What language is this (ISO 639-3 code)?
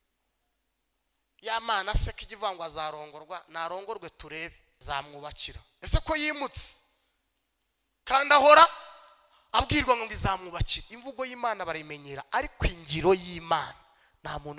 kin